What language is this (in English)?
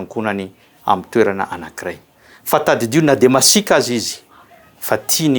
Malagasy